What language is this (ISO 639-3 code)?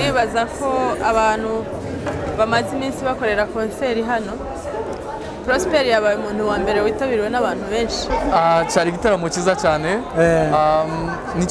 kin